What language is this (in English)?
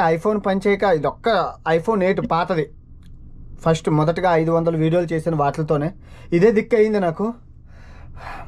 Telugu